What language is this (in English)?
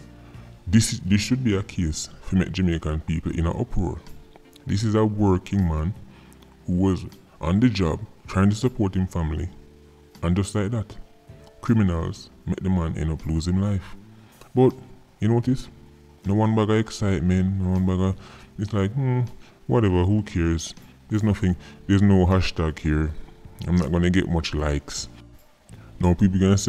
Jamaican Creole English